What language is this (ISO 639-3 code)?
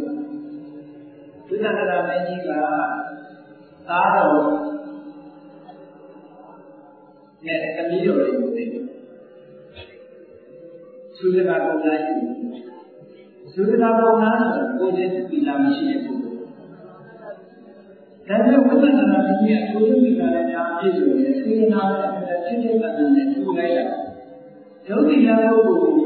mya